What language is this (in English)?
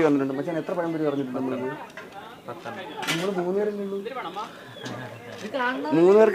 Malayalam